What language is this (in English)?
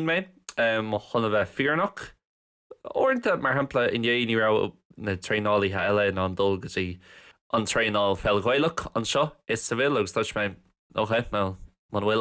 Irish